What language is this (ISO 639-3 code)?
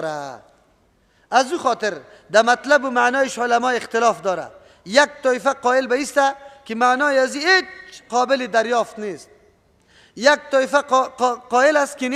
fas